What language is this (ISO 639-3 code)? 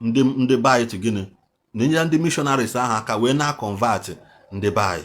ibo